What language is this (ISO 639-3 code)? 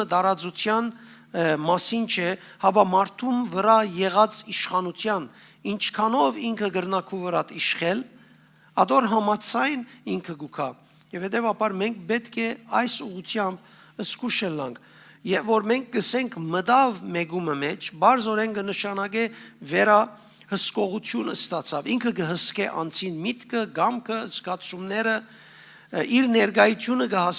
hyw